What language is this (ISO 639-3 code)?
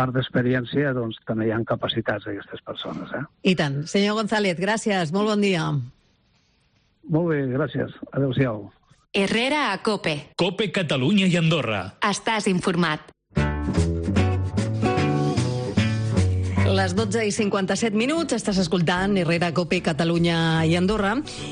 cat